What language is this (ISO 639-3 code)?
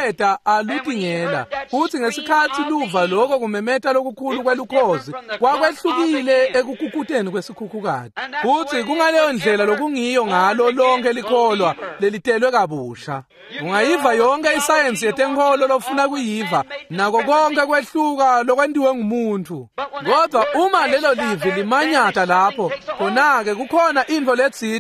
ssw